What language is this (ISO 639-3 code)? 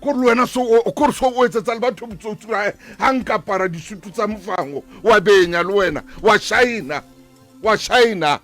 sot